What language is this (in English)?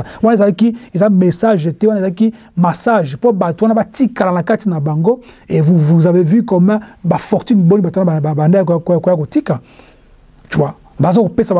French